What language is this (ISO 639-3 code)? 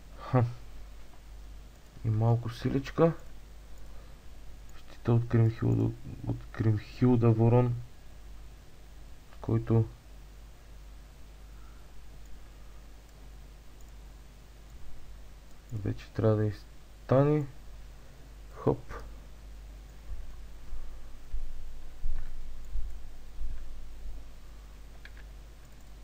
bul